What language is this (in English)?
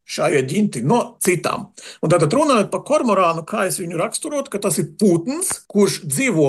Latvian